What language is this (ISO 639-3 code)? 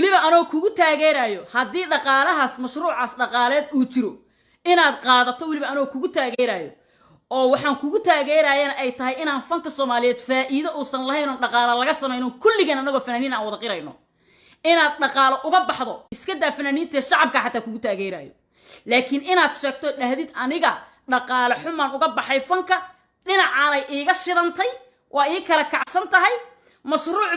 som